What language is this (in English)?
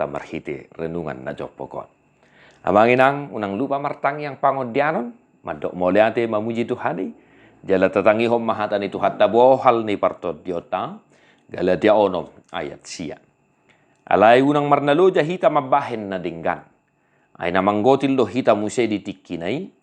Batak Toba